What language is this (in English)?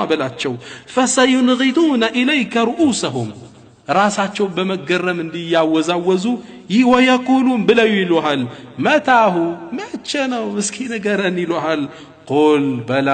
Amharic